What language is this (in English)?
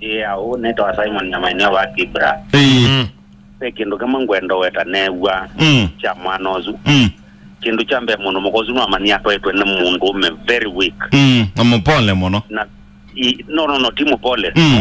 Kamba